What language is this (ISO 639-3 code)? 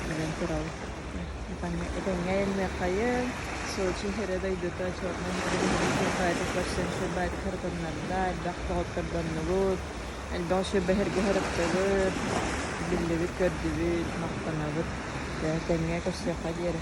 sah